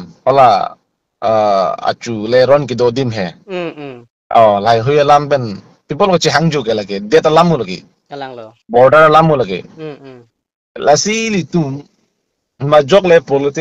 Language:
Karbi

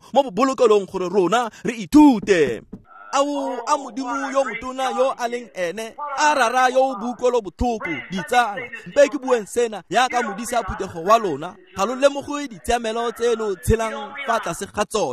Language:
Tswana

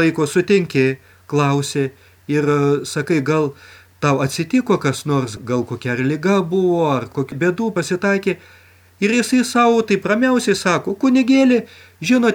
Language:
Lithuanian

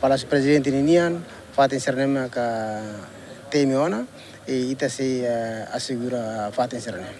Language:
Tetum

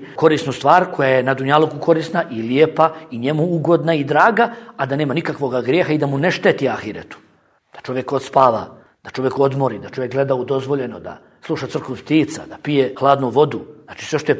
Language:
Bosnian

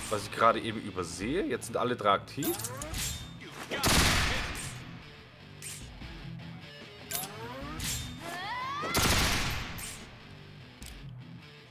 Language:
German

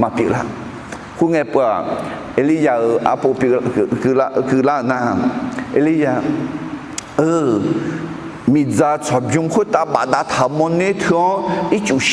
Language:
Akha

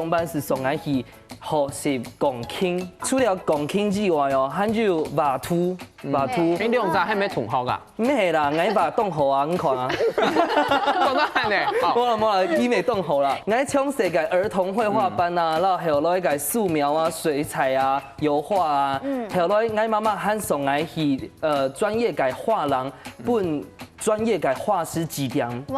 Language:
Hakka Chinese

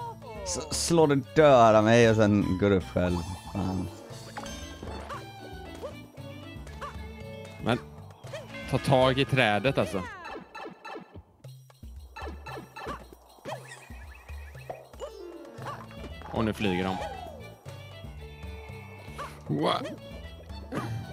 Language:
Swedish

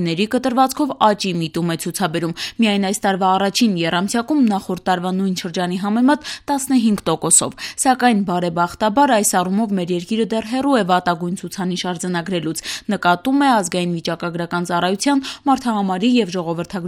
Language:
Armenian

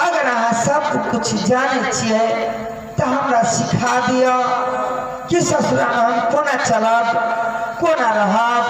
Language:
Maithili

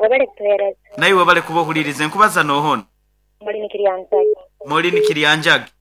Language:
Nyoro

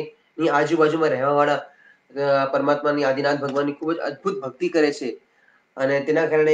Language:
Gujarati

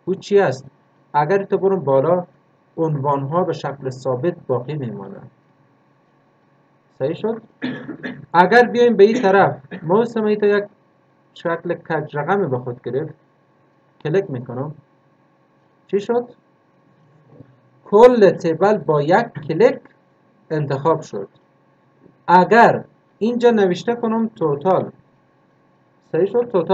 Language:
Persian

